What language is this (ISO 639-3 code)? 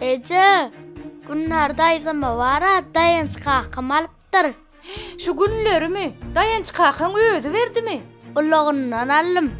tuk